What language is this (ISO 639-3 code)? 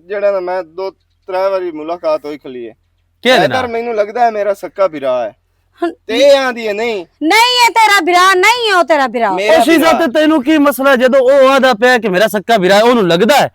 lah